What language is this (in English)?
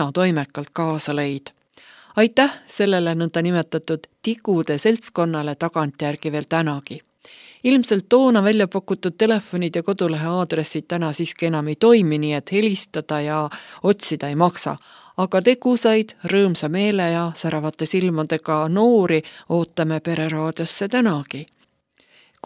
Estonian